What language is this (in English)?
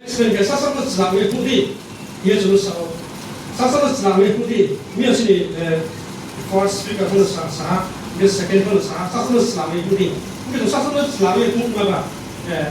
Riang (India)